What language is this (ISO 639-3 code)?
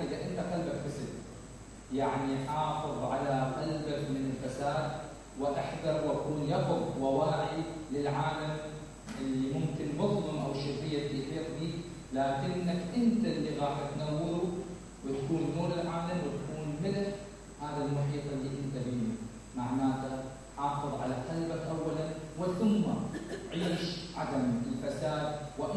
acm